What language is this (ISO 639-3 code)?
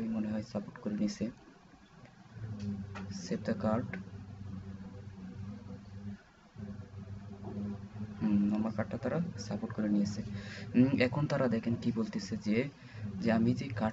ben